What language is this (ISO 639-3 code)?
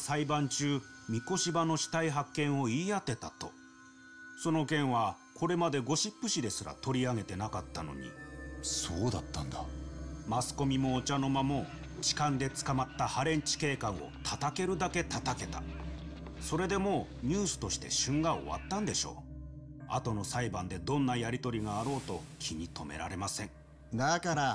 jpn